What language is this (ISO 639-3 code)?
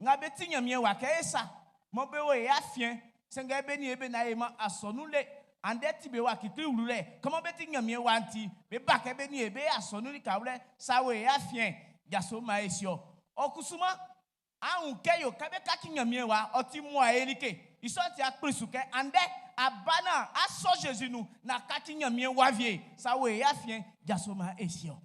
bci